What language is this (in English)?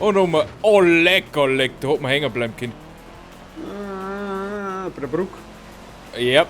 Bavarian